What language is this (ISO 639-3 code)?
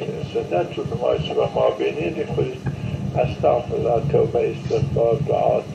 zza